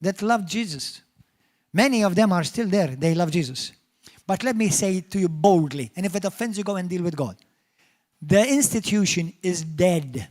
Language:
English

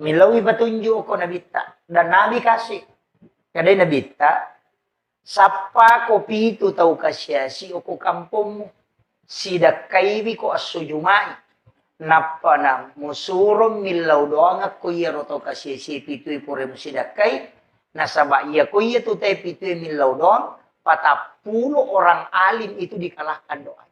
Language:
Buginese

